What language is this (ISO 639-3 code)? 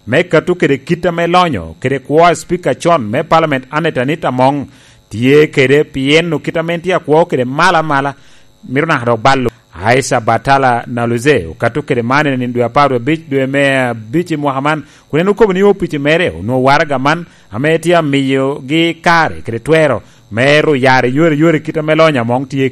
laj